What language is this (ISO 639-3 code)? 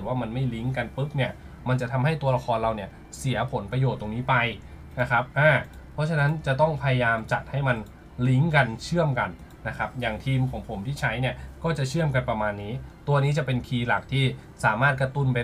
tha